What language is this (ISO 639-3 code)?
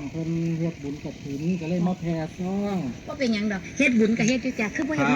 tts